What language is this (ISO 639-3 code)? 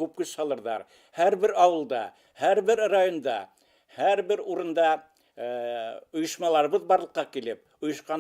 bak